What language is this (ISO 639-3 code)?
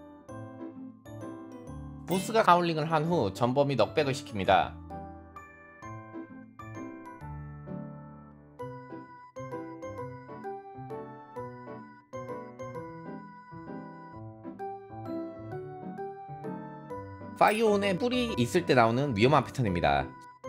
kor